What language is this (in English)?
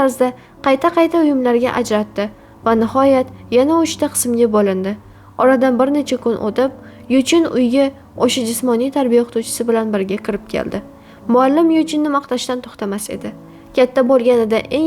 Uzbek